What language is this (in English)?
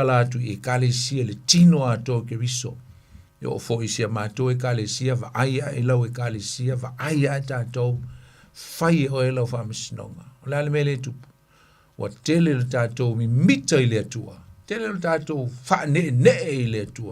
Samoan